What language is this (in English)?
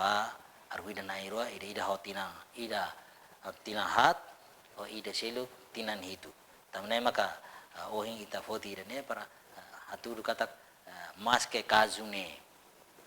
Tetum